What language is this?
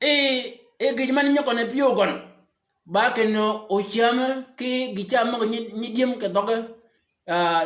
Shilluk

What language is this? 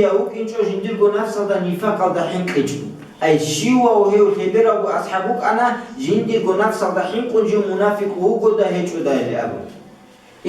Avaric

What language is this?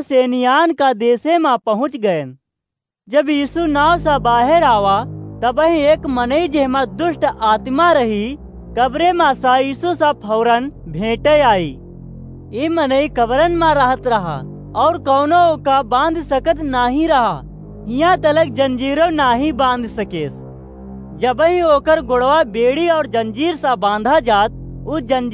Awadhi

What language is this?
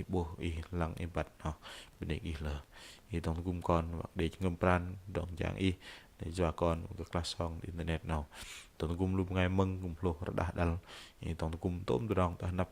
Bahnar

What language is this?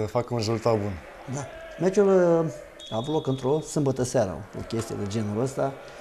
Romanian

